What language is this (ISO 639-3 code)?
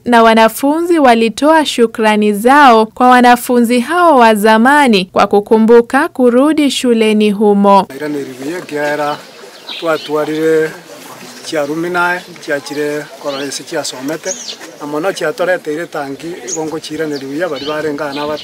guz